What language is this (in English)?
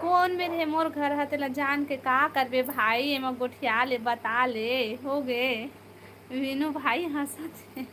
Chhattisgarhi